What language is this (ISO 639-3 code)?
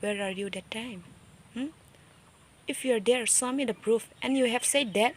trp